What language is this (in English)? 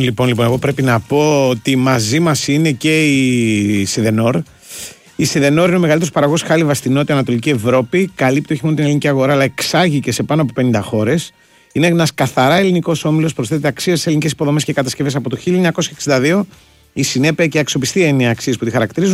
Greek